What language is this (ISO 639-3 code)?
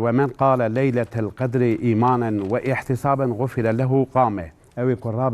kur